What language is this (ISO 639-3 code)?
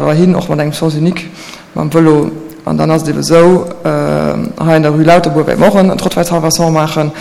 ltz